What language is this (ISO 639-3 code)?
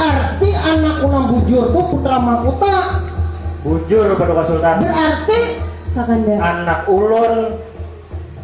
bjn